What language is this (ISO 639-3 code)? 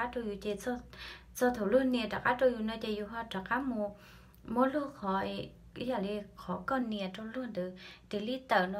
hmn